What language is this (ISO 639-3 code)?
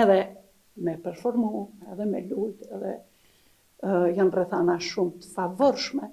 sqi